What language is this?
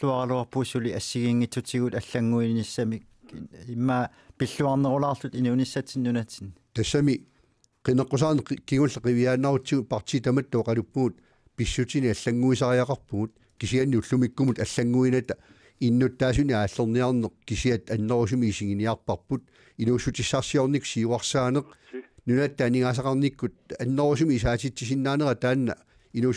Kalaallisut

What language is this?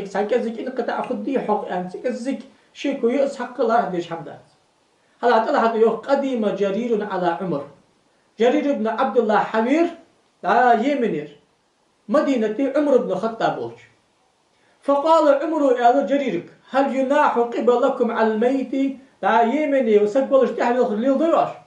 Ingush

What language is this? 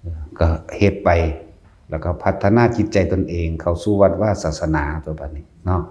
Northeastern Thai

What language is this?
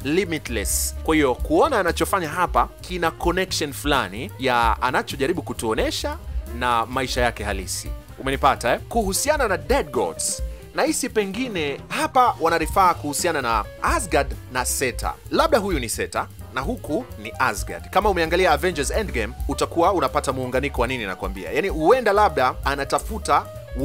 Swahili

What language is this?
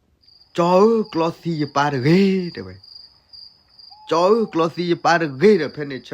S'gaw Karen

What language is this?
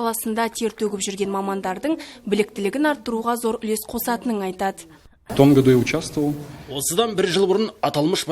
Kazakh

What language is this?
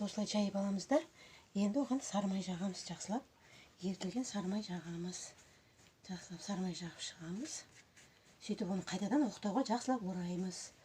Kazakh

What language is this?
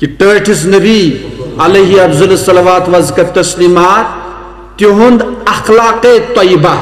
Kashmiri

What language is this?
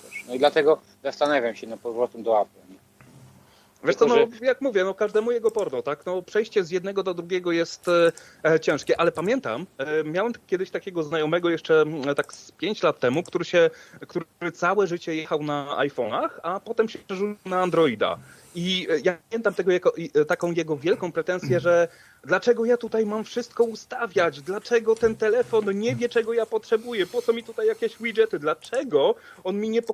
Polish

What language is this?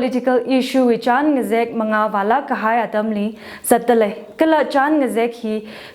Tangkhul Naga (India)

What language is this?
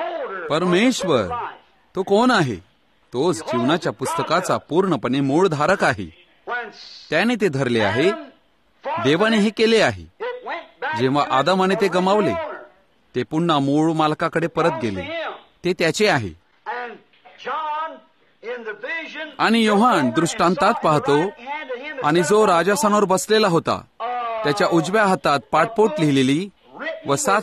Marathi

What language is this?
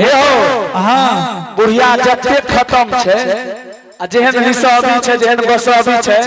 Angika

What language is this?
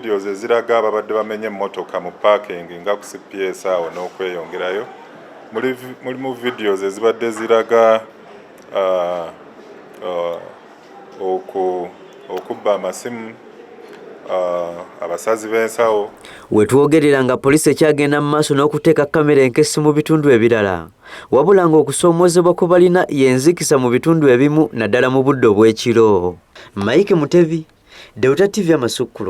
Ganda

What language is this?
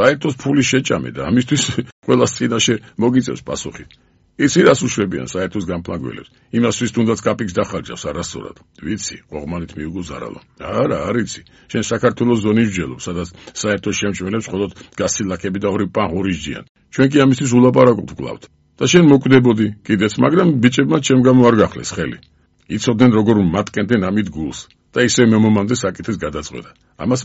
Georgian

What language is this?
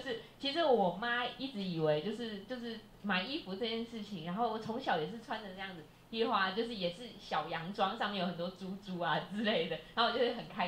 Chinese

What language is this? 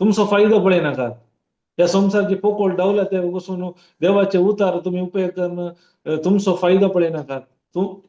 Konkani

